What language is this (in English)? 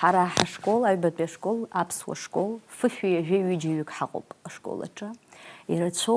Abkhazian